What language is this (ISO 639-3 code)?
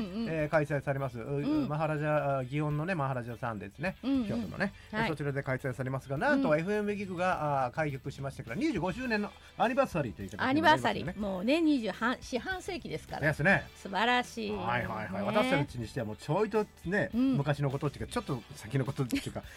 jpn